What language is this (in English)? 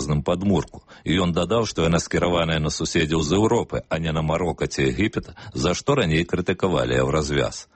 Belarusian